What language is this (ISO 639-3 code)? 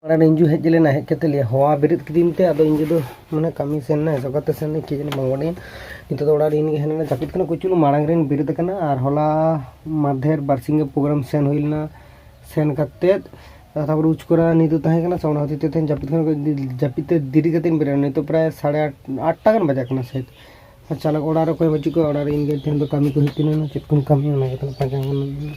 sat